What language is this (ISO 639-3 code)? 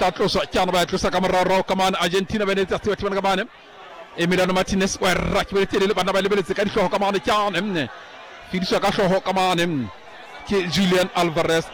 sot